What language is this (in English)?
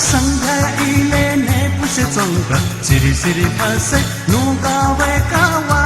Newari